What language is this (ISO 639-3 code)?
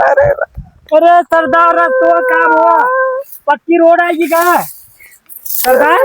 awa